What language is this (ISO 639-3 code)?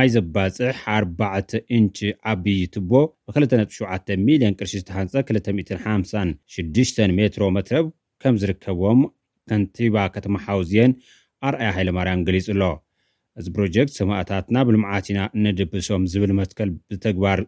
tir